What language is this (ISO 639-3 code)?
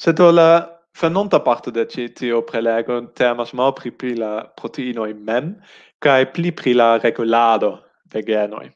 epo